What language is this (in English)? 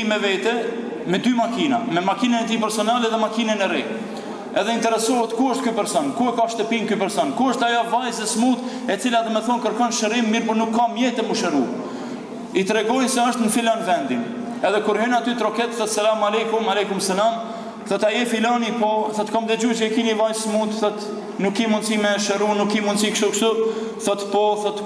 Albanian